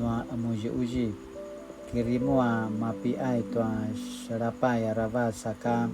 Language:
Paiwan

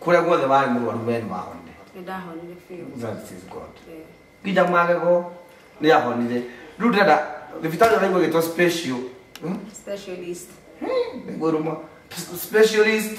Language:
Kikuyu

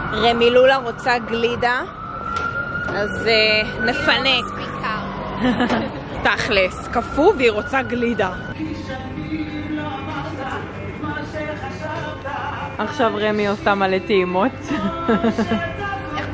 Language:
Hebrew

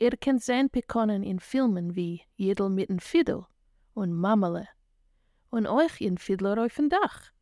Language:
Yiddish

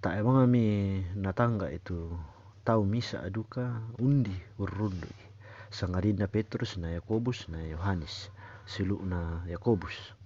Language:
Toraja-Sa'dan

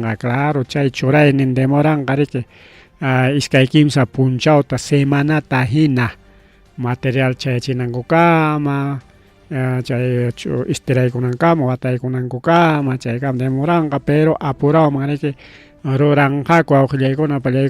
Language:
Ayacucho Quechua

